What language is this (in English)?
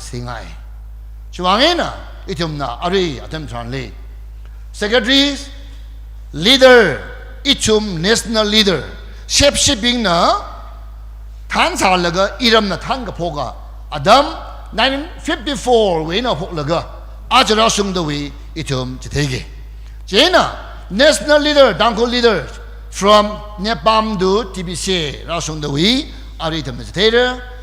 Tangkhul Naga (India)